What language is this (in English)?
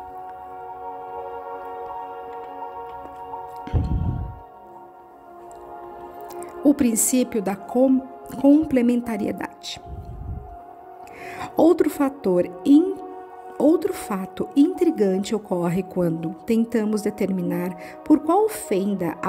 Portuguese